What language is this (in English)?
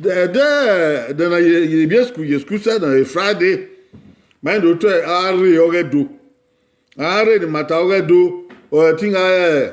Bini